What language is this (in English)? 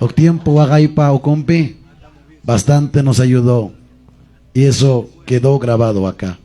Ayacucho Quechua